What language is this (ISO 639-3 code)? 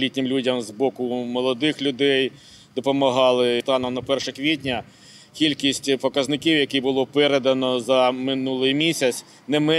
ukr